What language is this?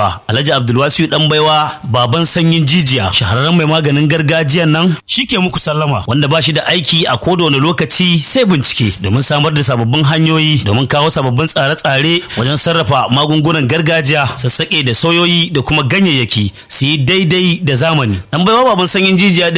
Hausa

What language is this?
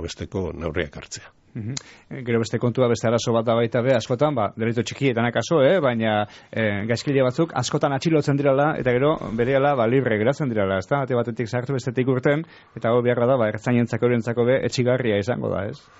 Basque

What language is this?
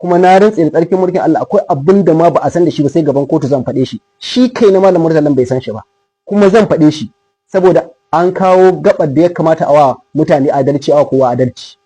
Hausa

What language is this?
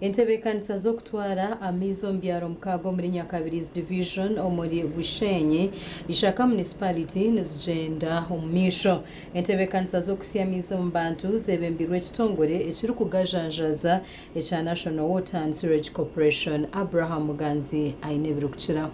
Nyankole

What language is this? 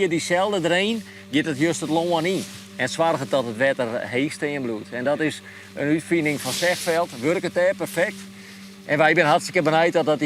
Western Frisian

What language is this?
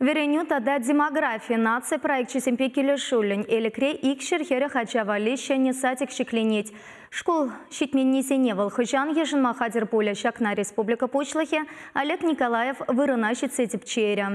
Chuvash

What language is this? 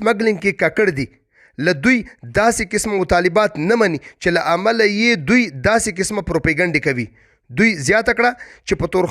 Pashto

